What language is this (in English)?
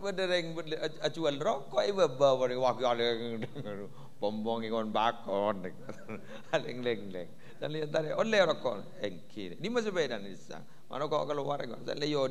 Madurese